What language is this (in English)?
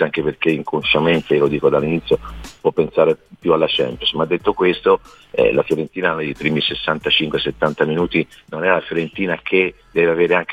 Italian